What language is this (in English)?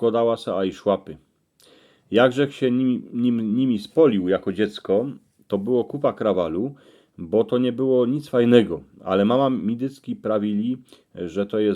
Silesian